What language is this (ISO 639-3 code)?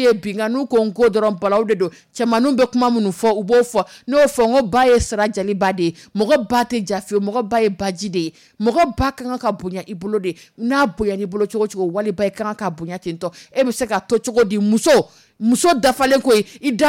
dyu